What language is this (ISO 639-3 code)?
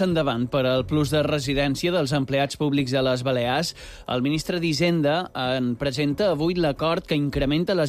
cat